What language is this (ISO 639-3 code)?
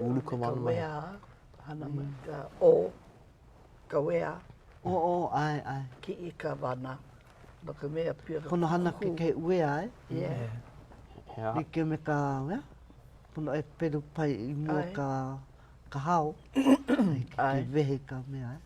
haw